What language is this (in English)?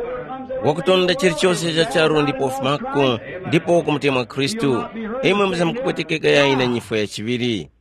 Tumbuka